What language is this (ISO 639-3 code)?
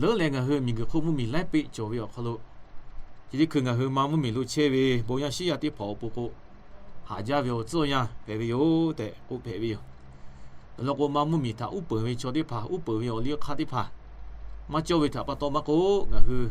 lhu